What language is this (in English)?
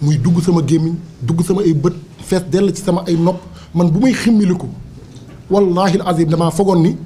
Wolof